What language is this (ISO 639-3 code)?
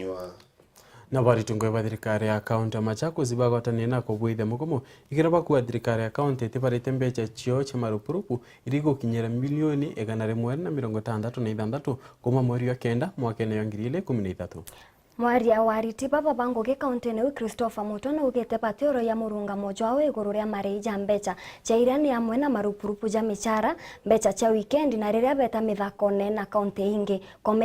mer